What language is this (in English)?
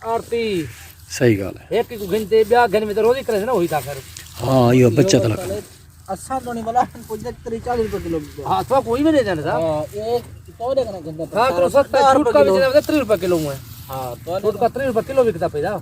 Saraiki